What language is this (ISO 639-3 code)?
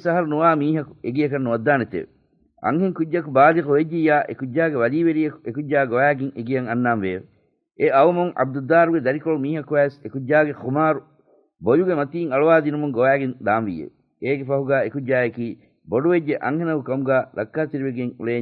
div